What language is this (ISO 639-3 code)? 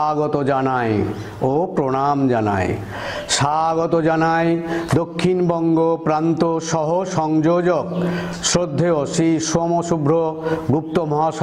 ben